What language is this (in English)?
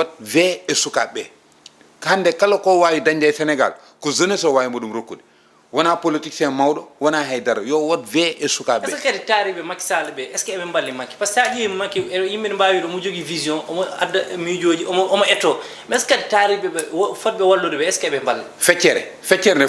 Fula